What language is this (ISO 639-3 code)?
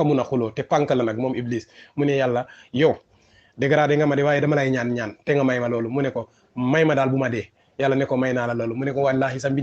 wol